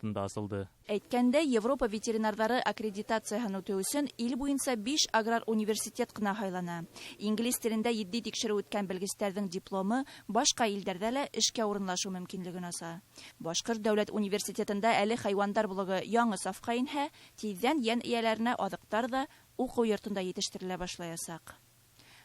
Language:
Bashkir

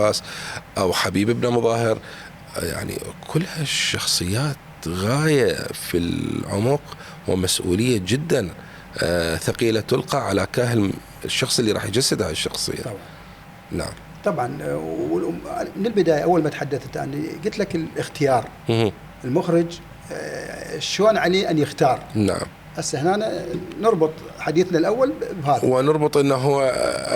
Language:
Mesopotamian Arabic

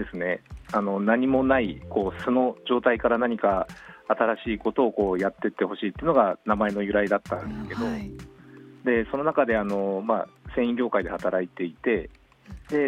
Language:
Japanese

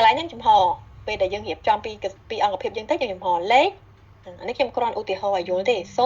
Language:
Khmer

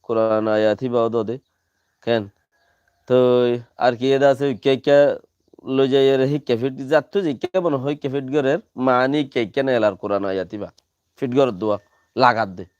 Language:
Rohingya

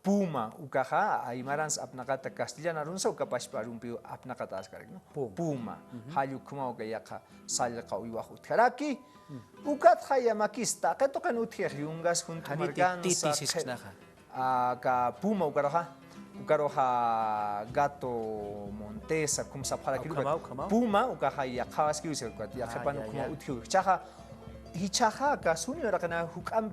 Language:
Aymara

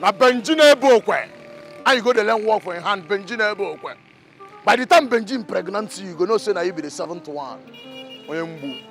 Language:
Nigerian Pidgin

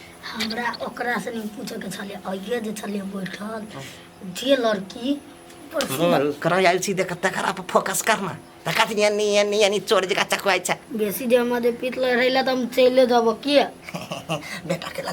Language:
Maithili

